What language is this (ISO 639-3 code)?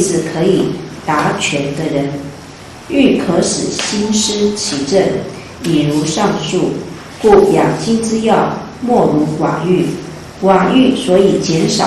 zho